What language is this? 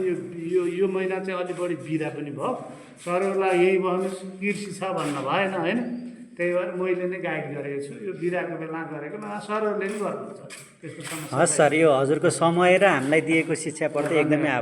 Nepali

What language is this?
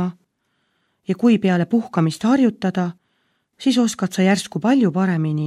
Estonian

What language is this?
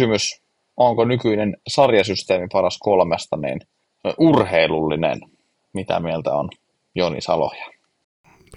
Finnish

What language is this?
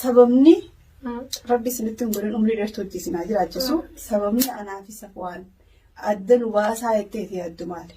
Oromo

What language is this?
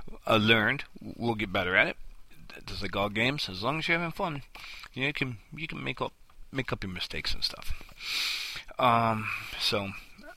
English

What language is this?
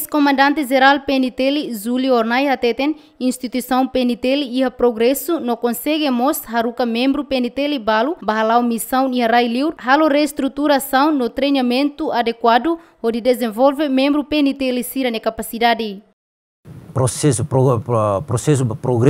Tetum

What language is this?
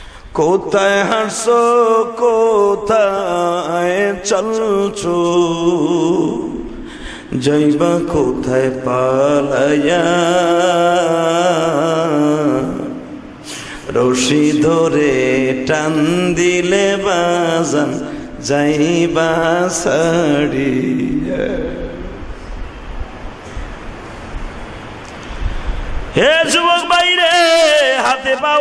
Bangla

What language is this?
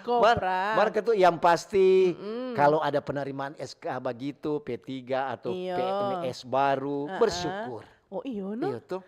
Manado Malay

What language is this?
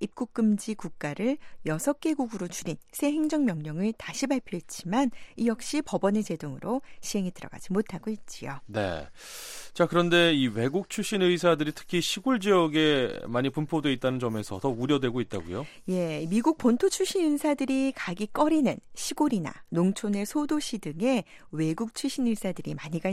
Korean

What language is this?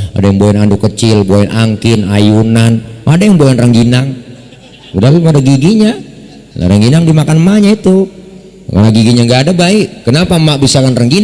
Betawi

